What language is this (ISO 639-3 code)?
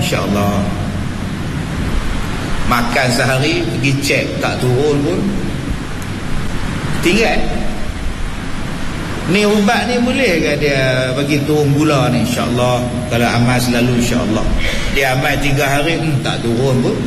msa